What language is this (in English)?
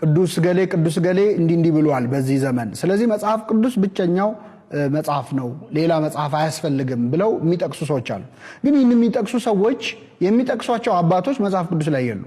Amharic